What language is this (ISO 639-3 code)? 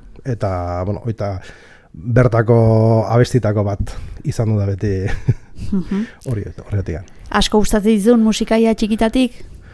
eus